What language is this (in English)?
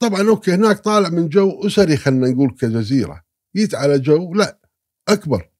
Gulf Arabic